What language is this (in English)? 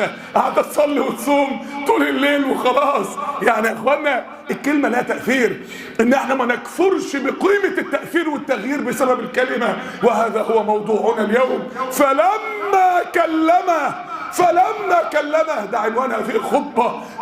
Egyptian Arabic